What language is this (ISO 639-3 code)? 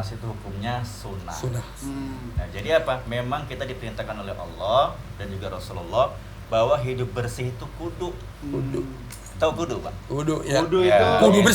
bew